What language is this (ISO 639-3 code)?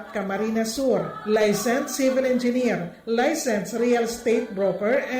bik